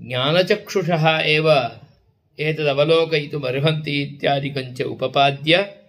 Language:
Sanskrit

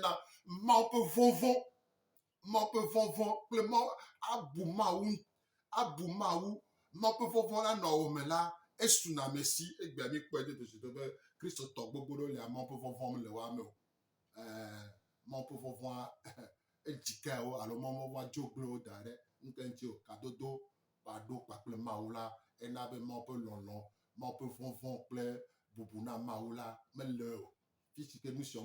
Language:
Gen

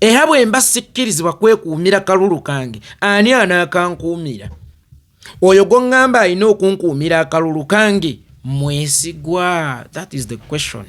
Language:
Ganda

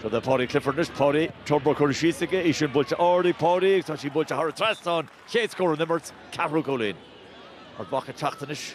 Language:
Irish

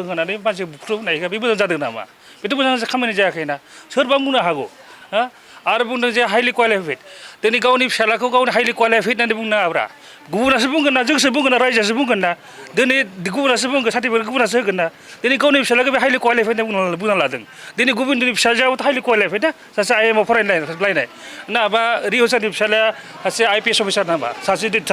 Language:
Bodo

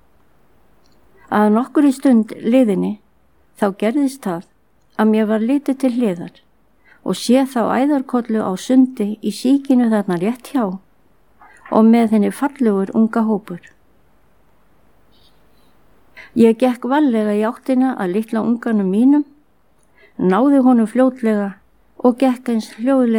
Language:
Icelandic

